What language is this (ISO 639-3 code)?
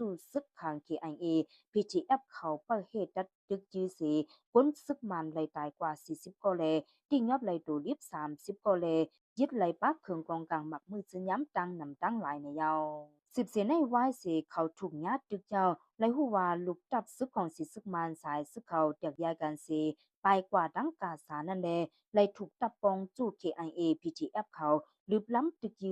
shn